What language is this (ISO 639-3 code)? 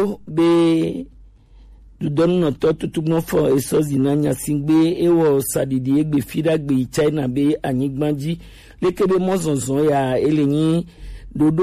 gej